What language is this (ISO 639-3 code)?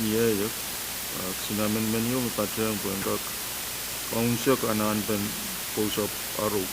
pon